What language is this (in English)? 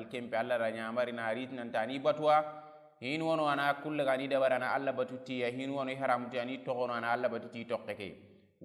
Soninke